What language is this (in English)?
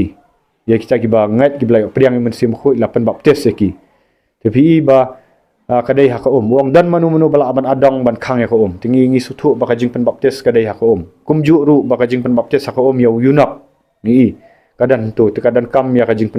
Khasi